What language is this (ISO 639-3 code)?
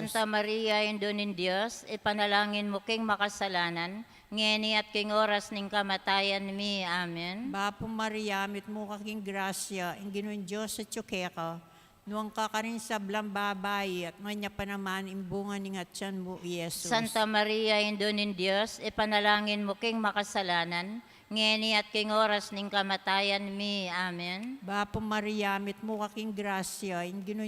pam